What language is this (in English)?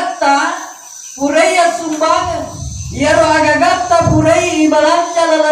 Buginese